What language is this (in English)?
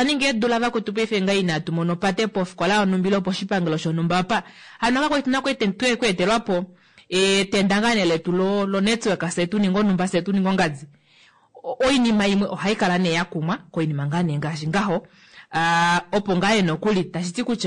Kuanyama